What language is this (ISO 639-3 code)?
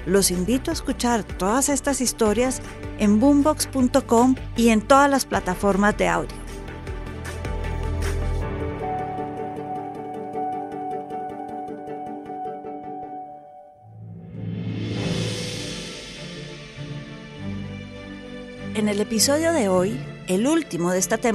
spa